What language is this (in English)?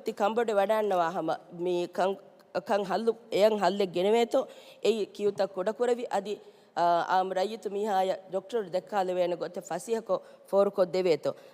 Divehi